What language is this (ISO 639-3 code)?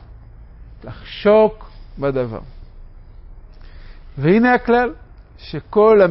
heb